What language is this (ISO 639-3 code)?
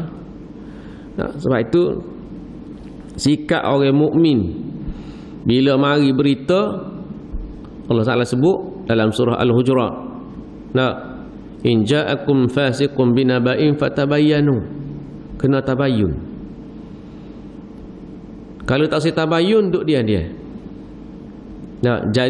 msa